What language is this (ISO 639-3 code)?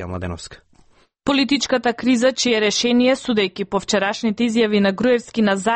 mkd